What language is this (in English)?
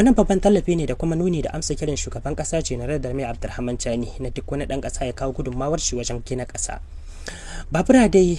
Hausa